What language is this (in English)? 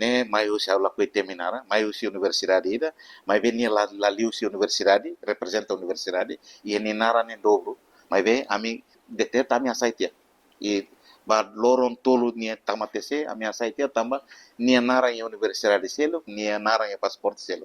Tetum